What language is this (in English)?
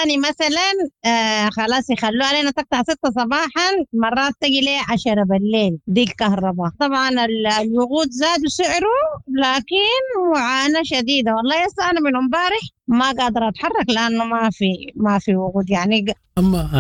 Sudanese Arabic